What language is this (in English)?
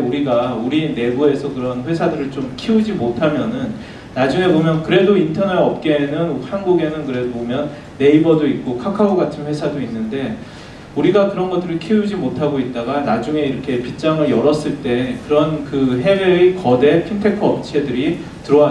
Korean